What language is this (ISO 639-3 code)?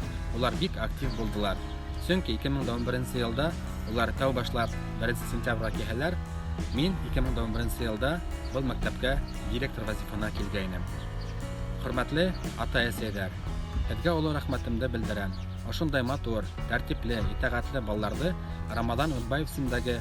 bak